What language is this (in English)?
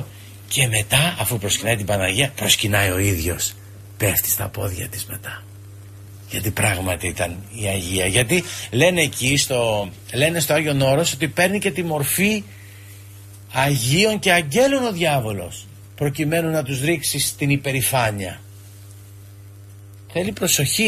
Greek